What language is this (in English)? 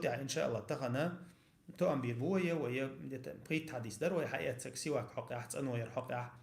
Chechen